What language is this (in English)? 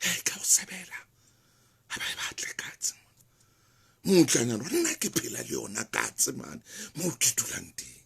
Southern Sotho